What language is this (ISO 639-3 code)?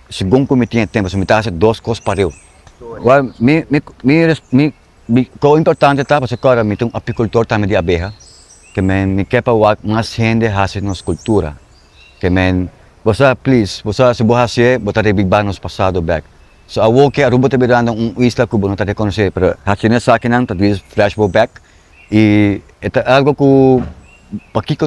pap